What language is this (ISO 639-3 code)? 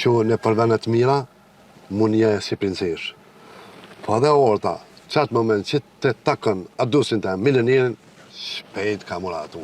sqi